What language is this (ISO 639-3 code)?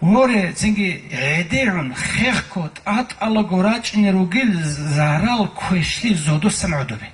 ava